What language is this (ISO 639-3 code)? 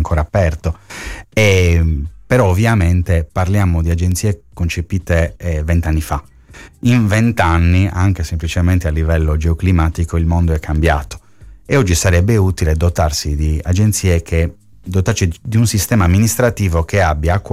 ita